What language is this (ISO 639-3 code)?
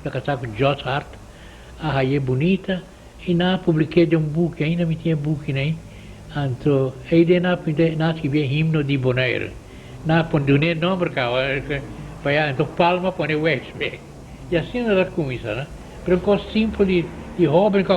pap